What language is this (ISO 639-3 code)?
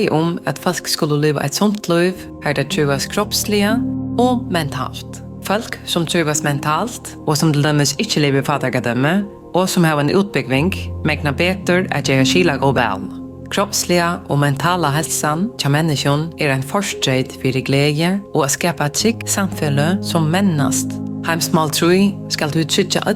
fao